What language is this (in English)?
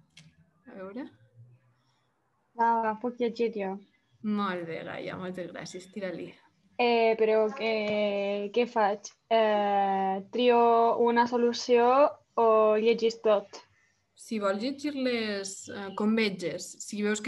Catalan